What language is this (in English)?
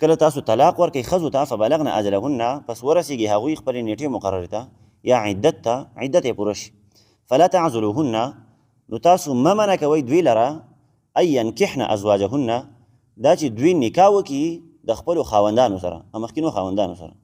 Pashto